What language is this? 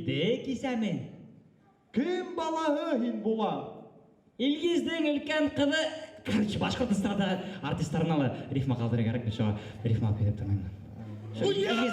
Bashkir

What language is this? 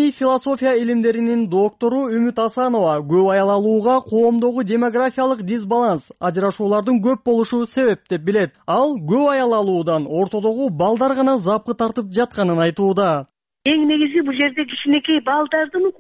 Kyrgyz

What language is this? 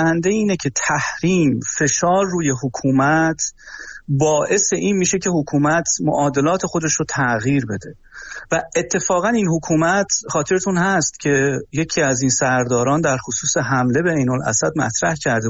Persian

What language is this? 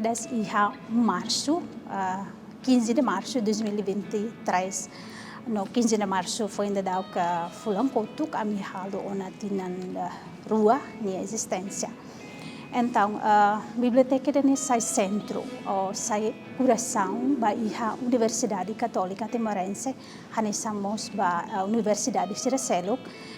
Tetum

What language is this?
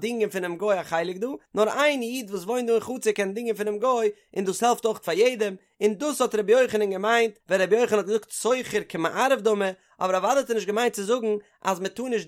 Yiddish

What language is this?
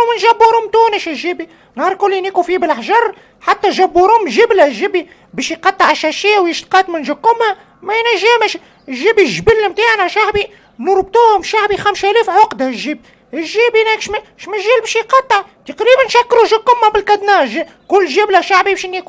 Tunisian Arabic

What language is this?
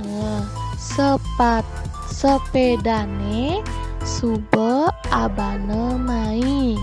Balinese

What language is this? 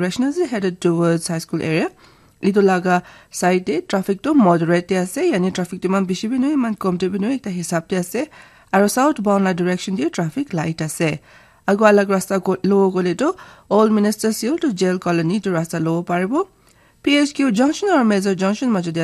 Naga Pidgin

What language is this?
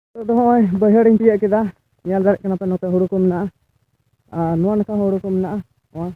Santali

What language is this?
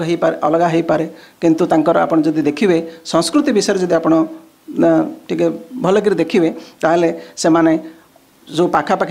Odia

